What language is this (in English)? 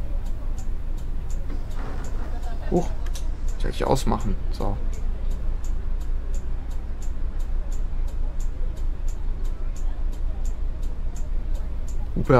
German